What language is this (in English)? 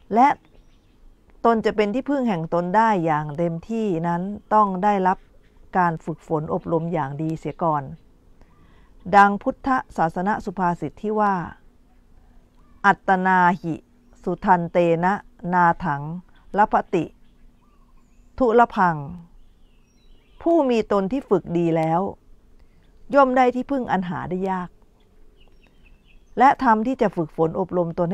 Thai